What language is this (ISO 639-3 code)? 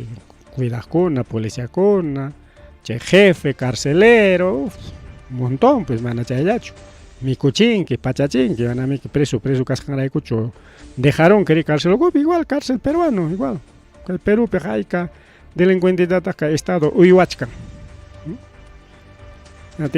quy